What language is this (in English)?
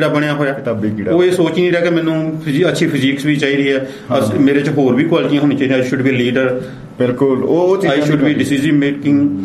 Punjabi